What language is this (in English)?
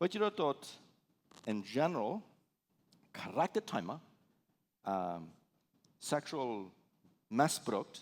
Plautdietsch